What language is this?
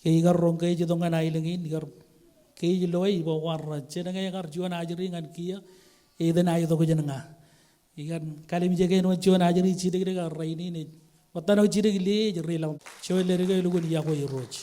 Marshallese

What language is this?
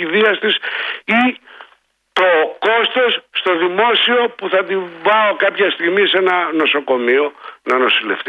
Greek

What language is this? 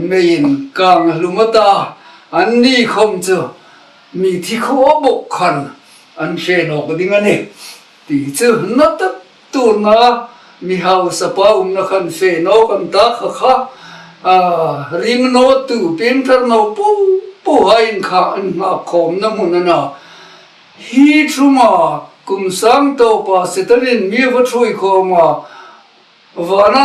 Hmar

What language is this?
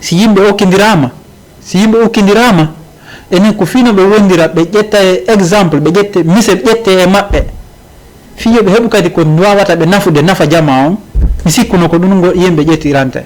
Fula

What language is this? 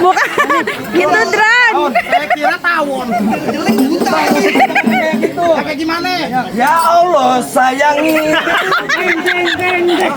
Betawi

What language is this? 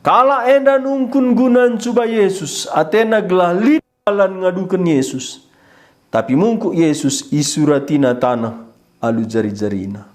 Batak Karo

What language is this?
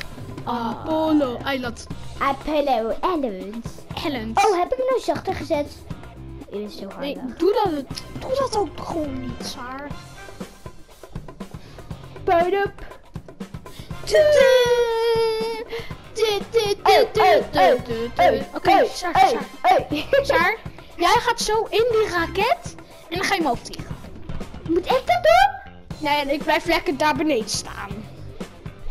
Dutch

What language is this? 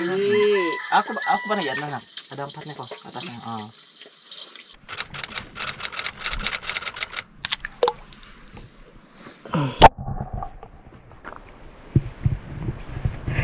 Indonesian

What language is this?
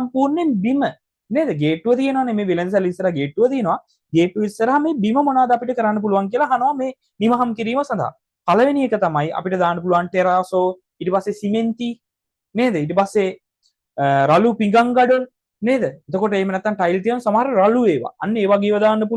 Sinhala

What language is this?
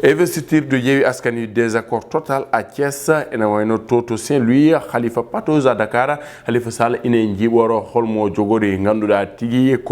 Fula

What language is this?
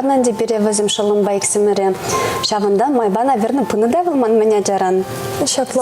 Chuvash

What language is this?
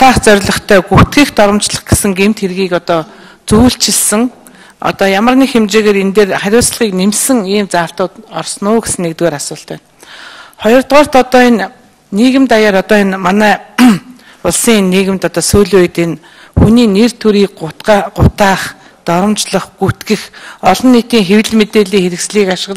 Mongolian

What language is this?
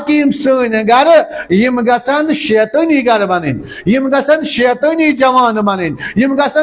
Kashmiri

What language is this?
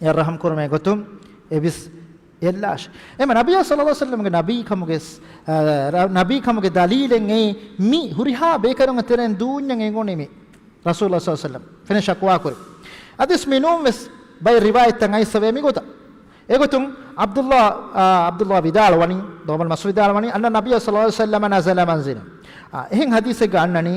Divehi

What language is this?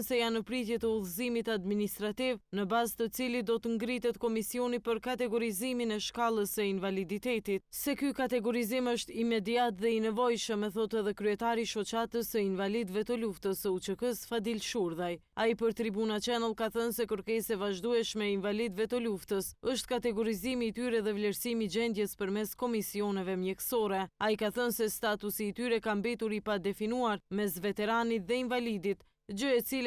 Albanian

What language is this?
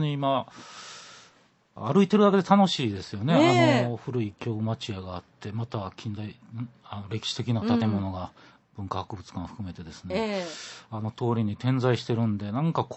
Japanese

